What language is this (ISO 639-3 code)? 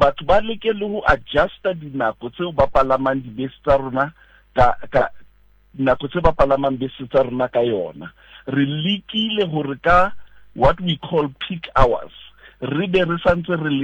sot